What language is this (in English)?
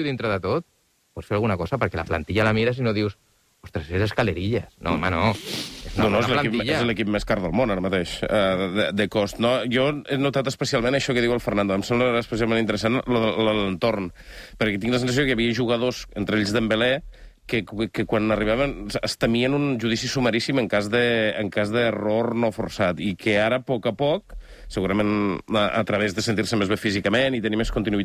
Catalan